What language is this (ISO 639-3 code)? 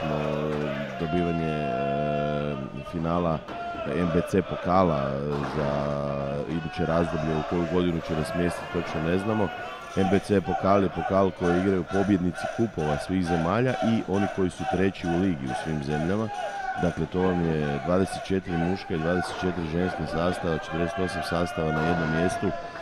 hrv